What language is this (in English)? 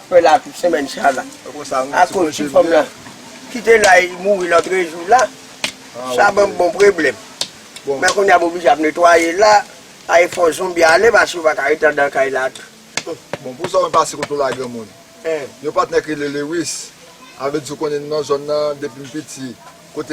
Haitian Creole